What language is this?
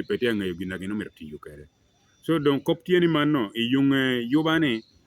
Lango (Uganda)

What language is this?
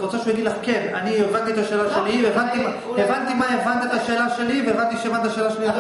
Hebrew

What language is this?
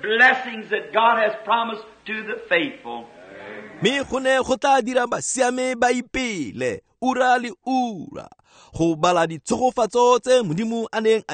Tswana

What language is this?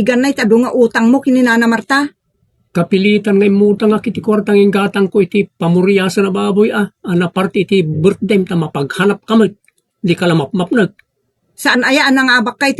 Iloko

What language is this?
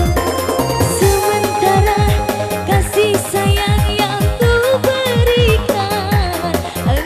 Indonesian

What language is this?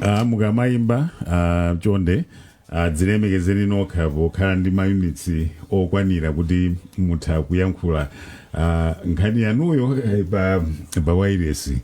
Nyanja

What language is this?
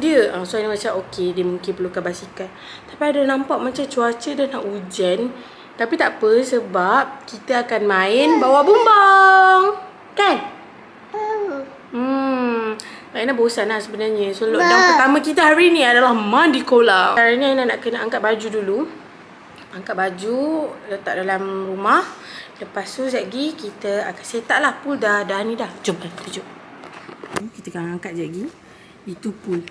Malay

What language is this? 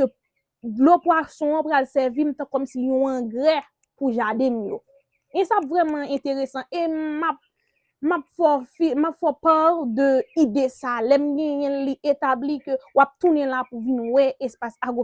Haitian Creole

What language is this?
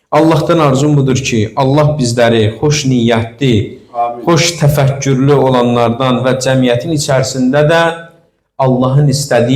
Azerbaijani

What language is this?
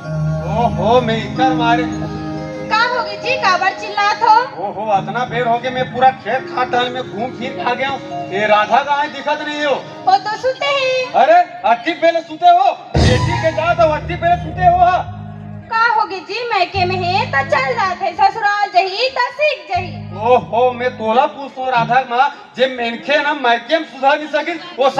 Chhattisgarhi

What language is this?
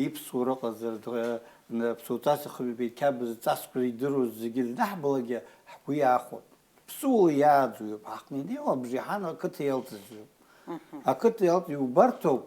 Abkhazian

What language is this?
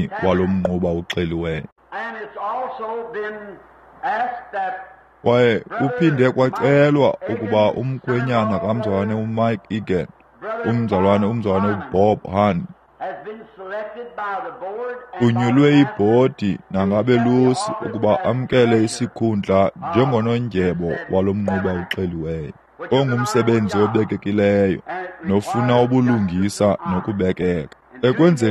Xhosa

